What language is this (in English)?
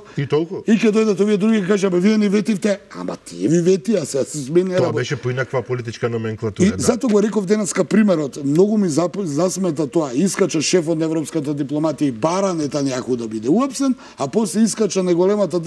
Macedonian